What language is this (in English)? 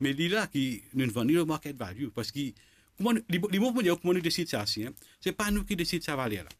Morisyen